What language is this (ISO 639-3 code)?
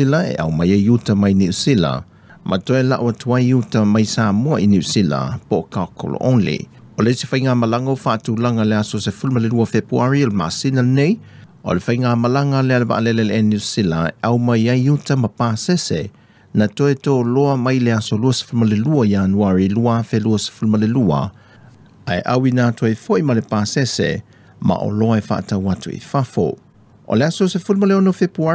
smo